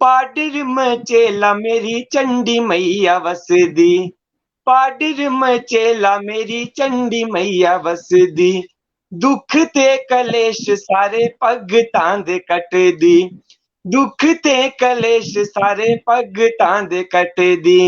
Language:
Dogri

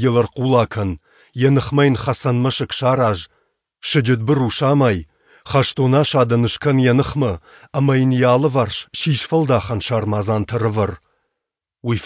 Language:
Ossetic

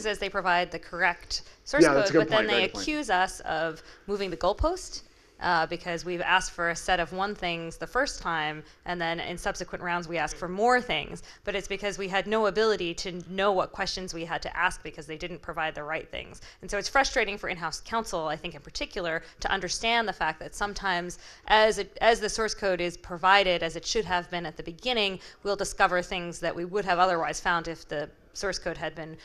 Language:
English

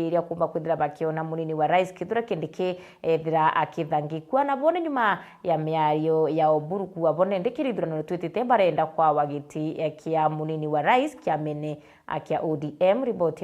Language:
Meru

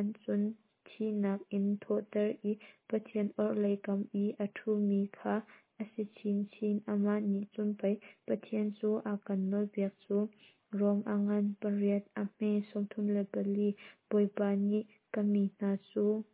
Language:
Hakha Chin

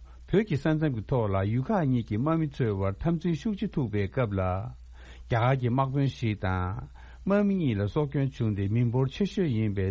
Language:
Tibetan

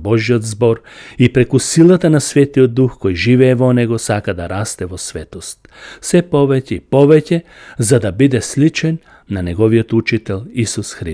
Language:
Macedonian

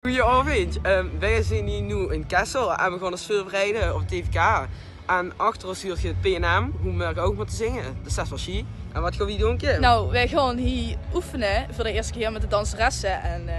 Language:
Limburgish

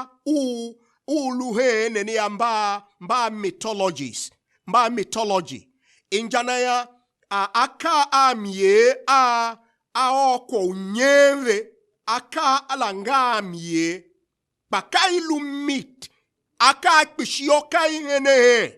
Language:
Tiv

